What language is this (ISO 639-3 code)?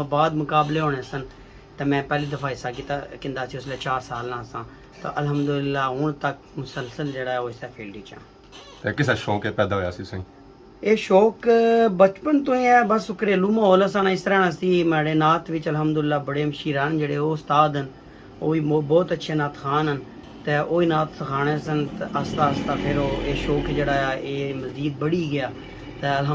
phr